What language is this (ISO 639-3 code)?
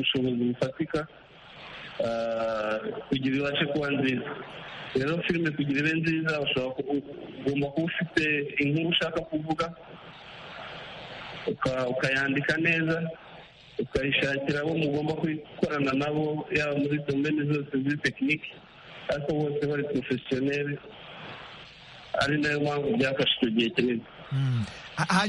kin